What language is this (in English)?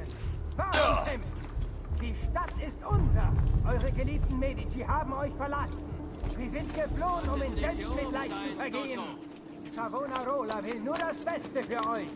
Bavarian